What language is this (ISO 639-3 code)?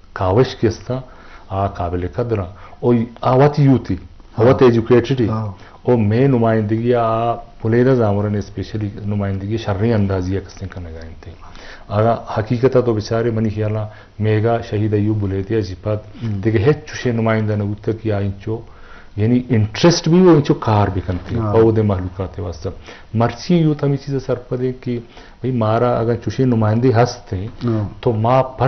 bgp